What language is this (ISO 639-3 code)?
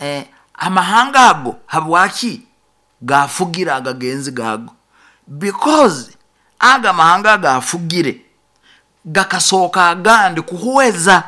nyo